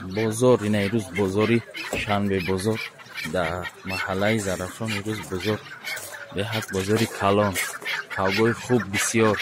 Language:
Tajik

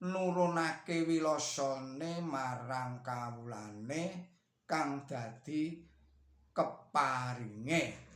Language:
Javanese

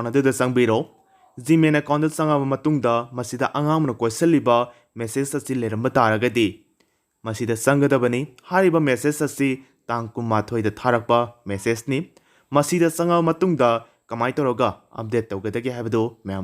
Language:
Manipuri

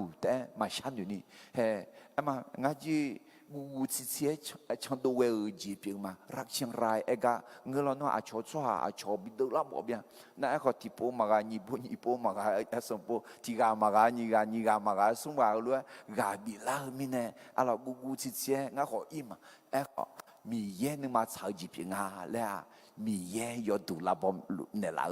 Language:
Akha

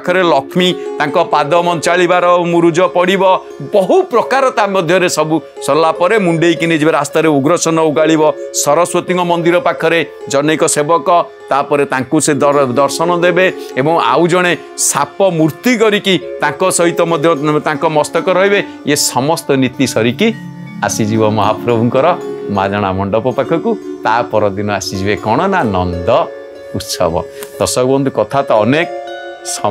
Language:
Odia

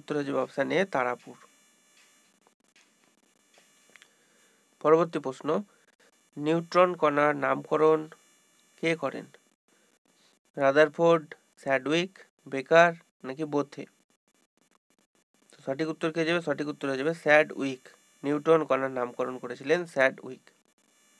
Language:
Bangla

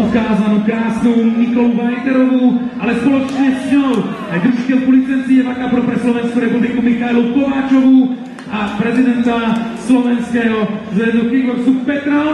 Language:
Slovak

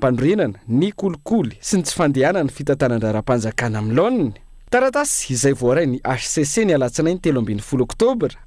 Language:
Malagasy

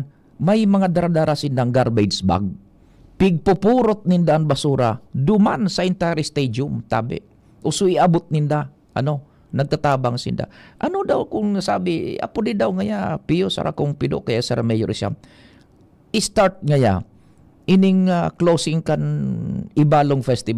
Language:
Bikol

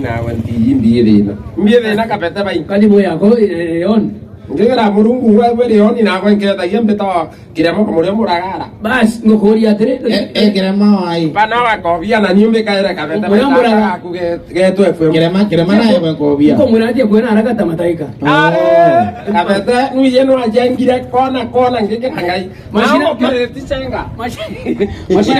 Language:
Meru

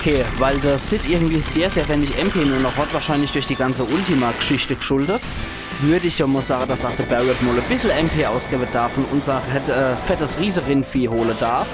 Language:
Palatine German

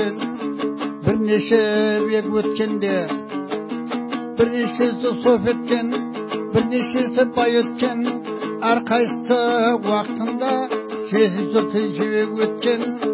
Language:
Kazakh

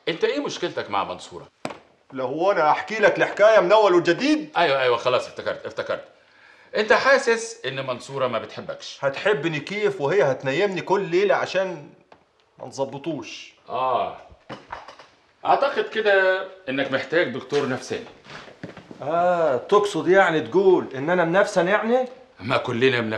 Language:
Egyptian Arabic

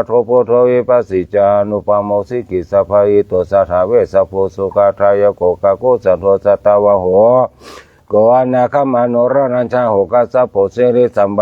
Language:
Pali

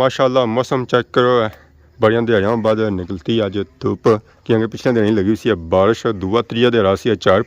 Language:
Pahari-Potwari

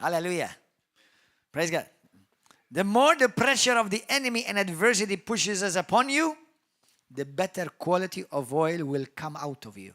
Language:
English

